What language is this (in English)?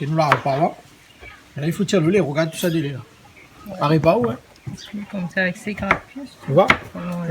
Réunion Creole French